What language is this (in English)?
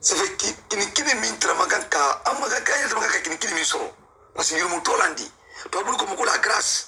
Mandingo